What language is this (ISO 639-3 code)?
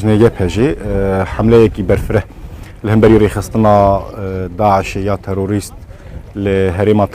kur